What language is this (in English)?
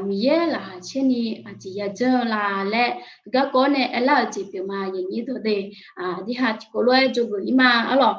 Akha